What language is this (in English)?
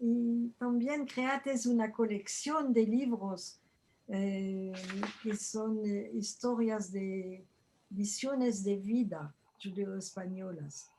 Ladino